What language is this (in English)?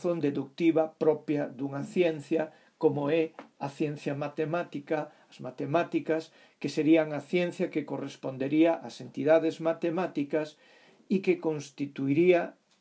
Galician